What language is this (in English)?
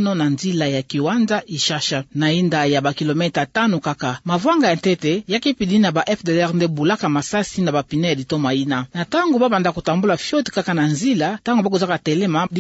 Kituba (Democratic Republic of Congo)